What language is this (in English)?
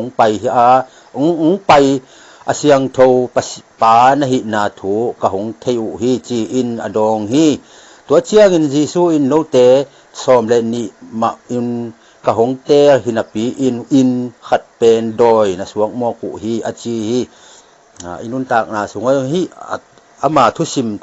Tedim Chin